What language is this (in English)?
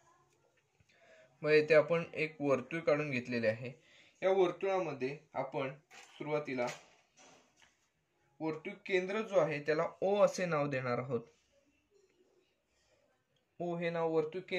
Marathi